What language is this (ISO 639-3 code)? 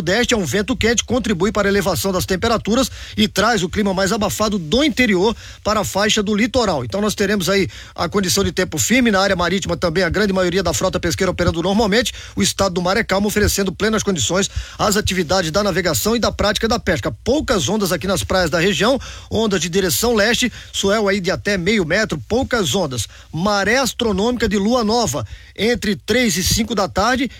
por